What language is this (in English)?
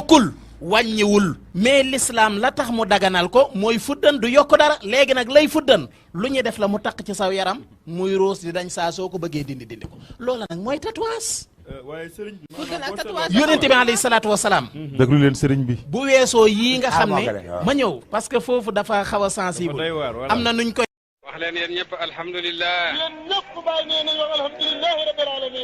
Wolof